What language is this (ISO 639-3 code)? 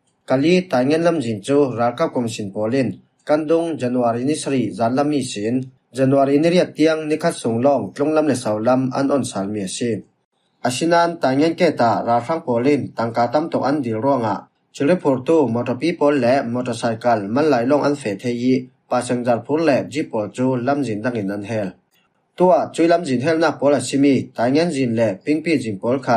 cfm